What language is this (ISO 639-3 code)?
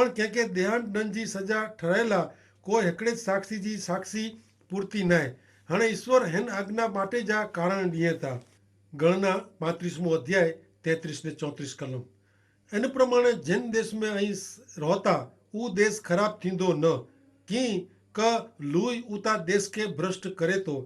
kfr